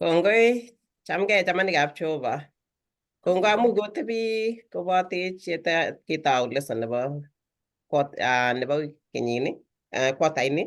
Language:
Kalenjin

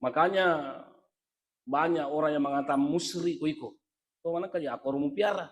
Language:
Buginese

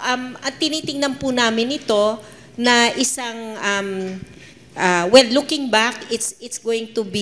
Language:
Filipino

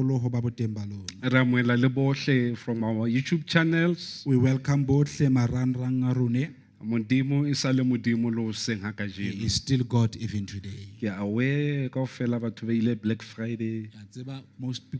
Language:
Southern Sotho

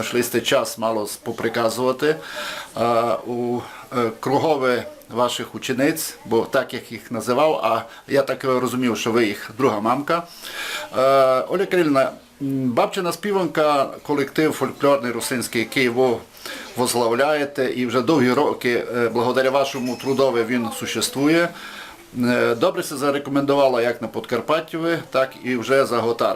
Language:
Rusyn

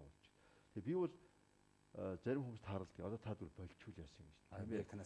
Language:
Mongolian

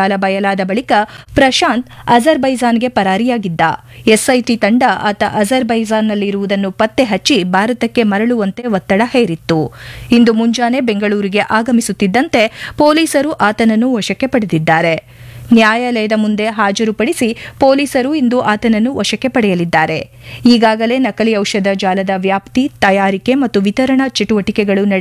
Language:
Kannada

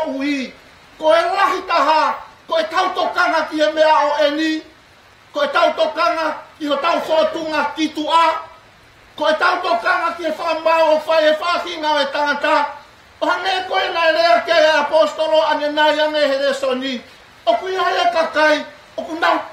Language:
Tongan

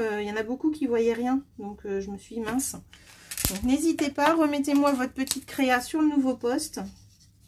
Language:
French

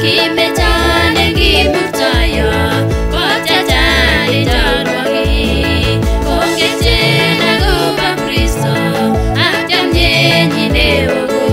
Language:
Kipsigis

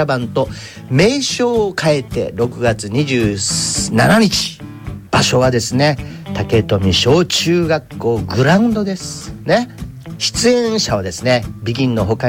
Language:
Japanese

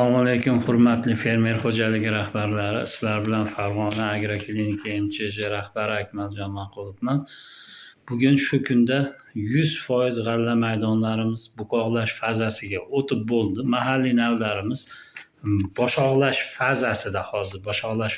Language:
Uzbek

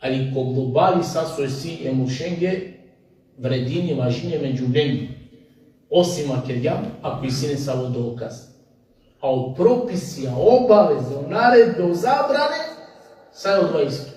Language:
Balkan Romani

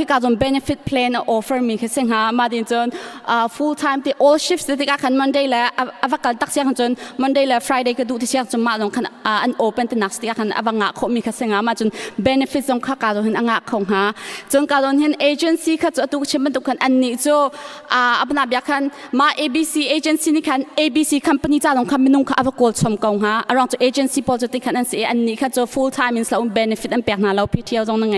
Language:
Hakha Chin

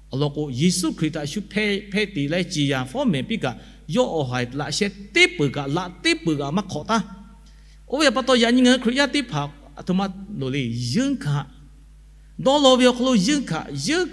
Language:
Lahu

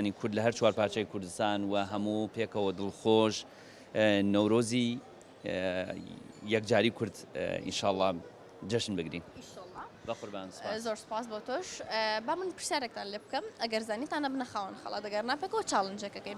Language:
Central Kurdish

